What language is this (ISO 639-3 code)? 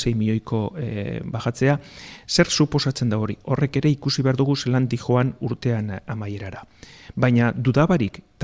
eus